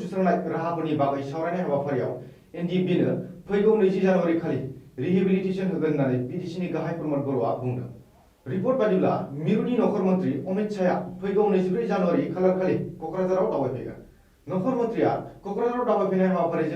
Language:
Bodo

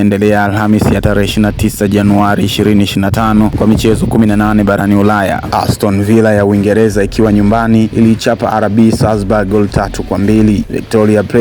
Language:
Swahili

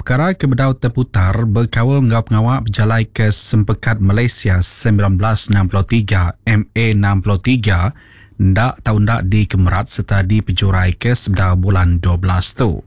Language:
Iban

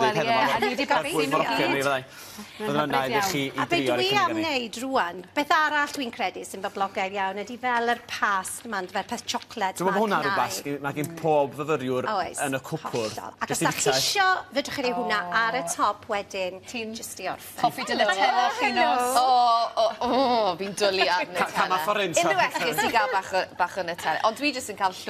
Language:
Welsh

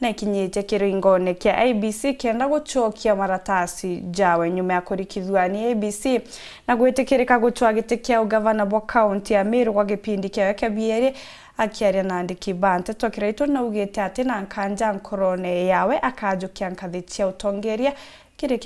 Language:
Meru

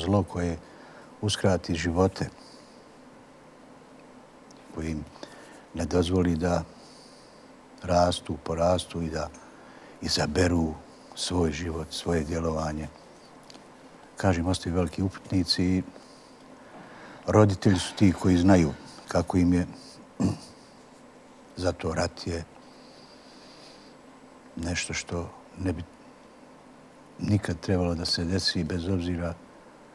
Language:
Bosnian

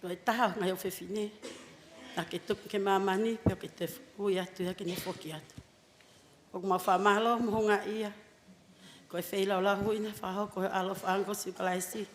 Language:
Tongan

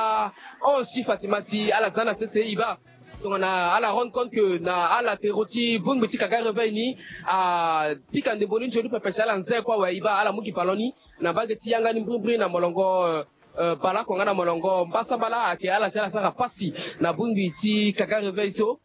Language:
Sango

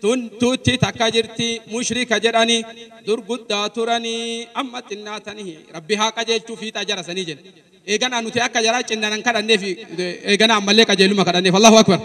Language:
Oromo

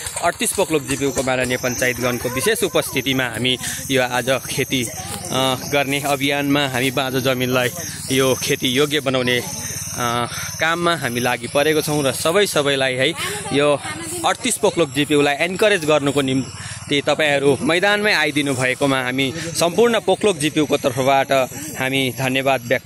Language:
Nepali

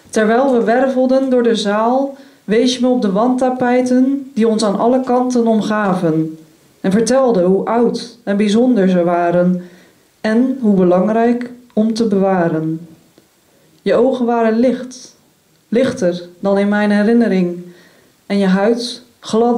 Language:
Dutch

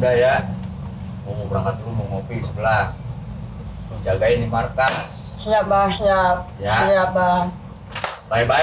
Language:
Betawi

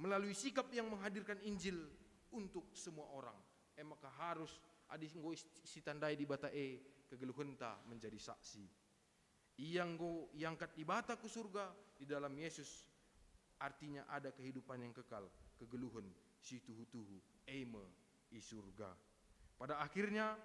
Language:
Batak Karo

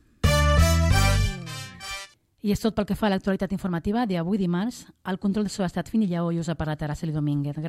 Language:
Catalan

